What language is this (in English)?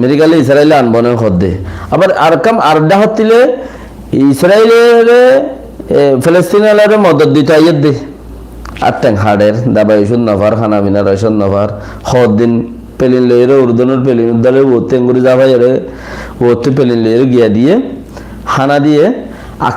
Rohingya